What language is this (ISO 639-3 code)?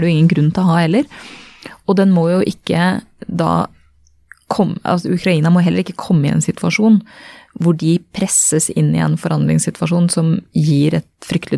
nor